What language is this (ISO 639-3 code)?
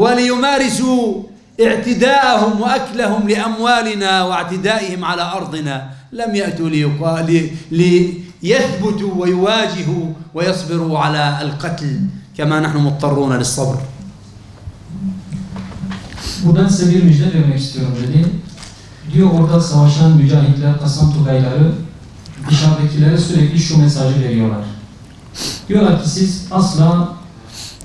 tur